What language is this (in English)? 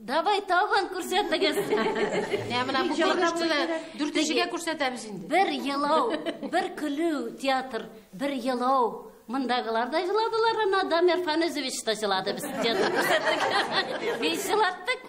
Tatar